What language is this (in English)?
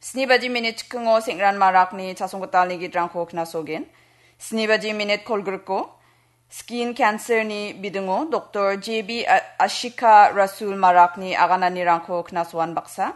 Garo